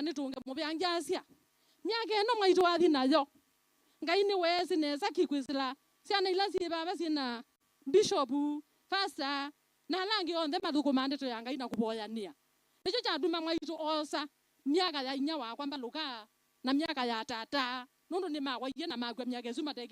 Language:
Kamba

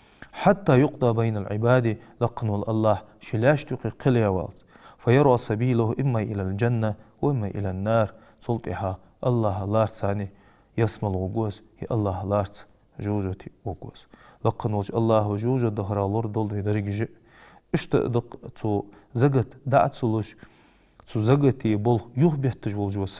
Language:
Ingush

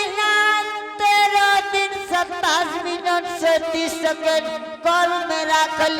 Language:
Angika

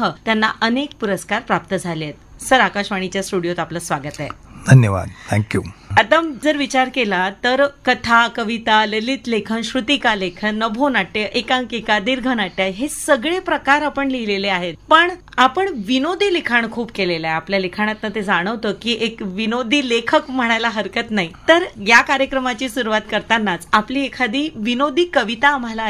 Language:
Marathi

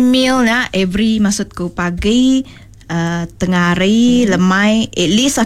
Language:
Iban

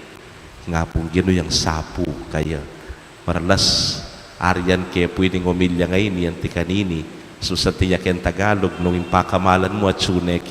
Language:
Pampanga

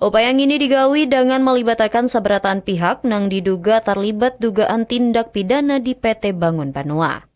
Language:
Banjar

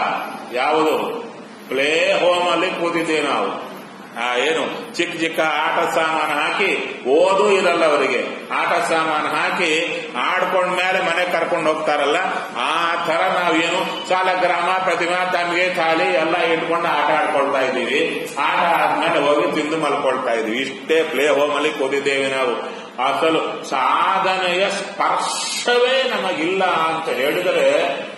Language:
Kannada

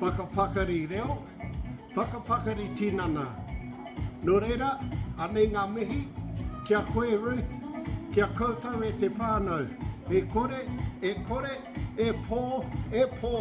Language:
Māori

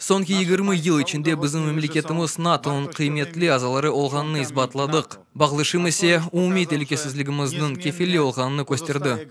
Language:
Crimean Tatar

